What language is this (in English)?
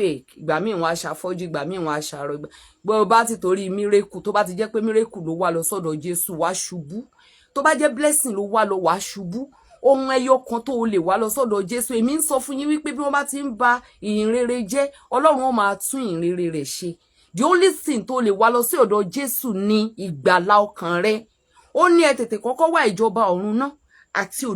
Yoruba